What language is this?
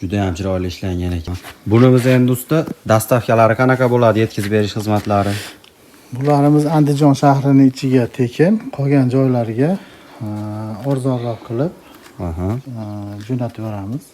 Uzbek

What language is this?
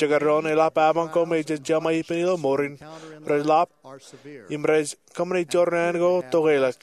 Marshallese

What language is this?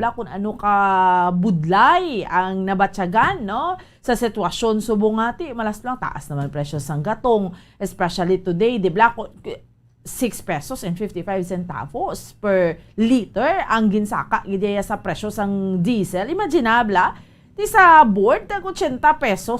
Hiligaynon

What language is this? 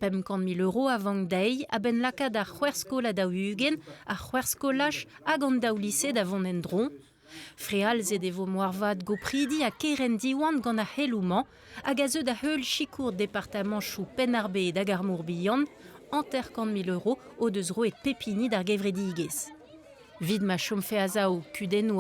Breton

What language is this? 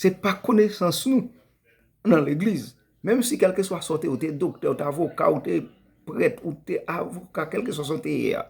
Haitian Creole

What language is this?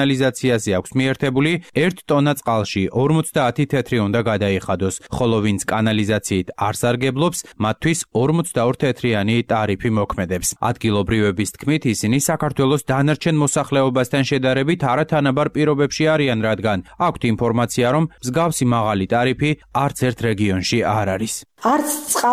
Georgian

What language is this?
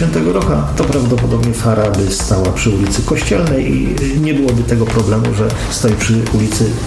Polish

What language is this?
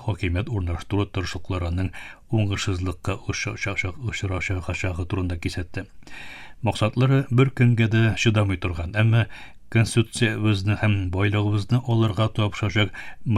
Tatar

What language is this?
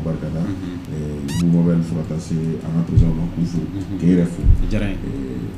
Bambara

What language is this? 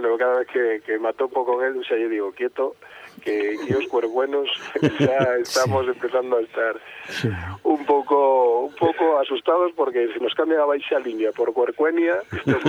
Galician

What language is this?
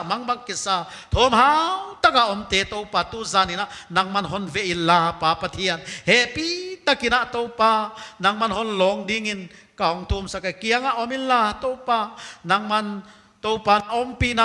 Paite Chin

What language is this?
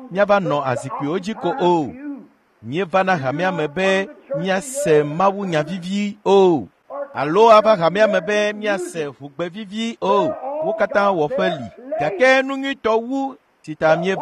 Ewe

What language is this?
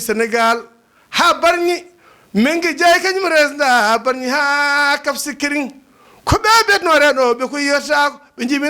Fula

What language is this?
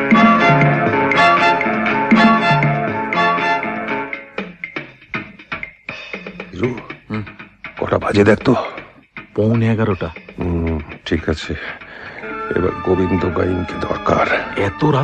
Bangla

